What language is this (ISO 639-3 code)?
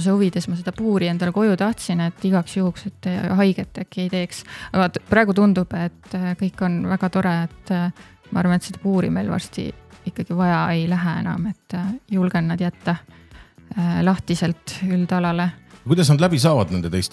est